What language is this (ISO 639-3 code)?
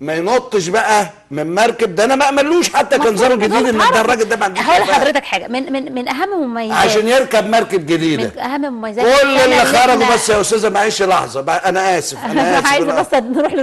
arz